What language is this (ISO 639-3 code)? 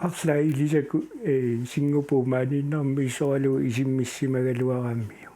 kal